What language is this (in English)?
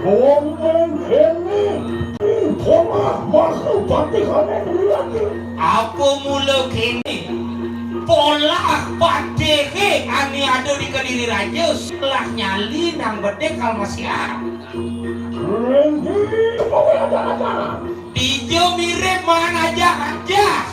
Balinese